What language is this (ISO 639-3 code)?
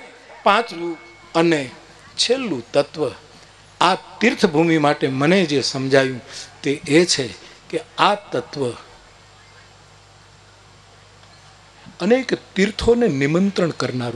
guj